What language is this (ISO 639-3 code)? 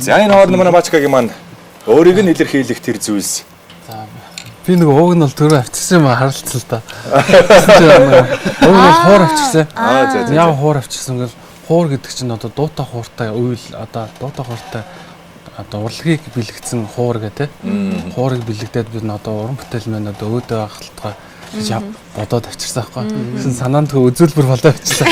mon